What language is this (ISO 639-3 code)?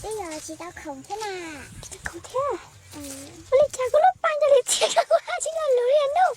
hmn